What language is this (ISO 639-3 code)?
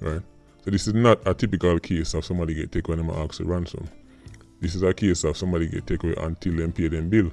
jam